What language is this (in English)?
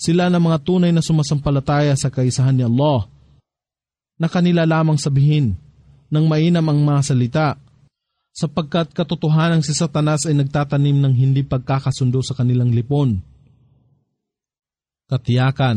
Filipino